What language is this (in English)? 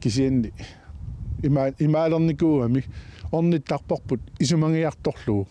Kalaallisut